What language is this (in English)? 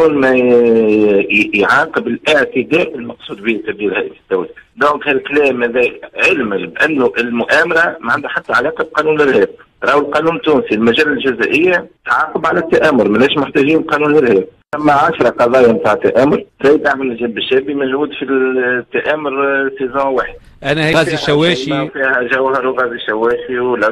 Tunisian Arabic